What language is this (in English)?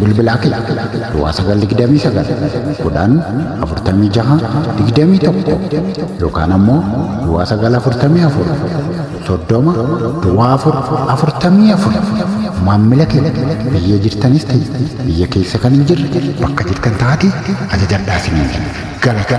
Oromo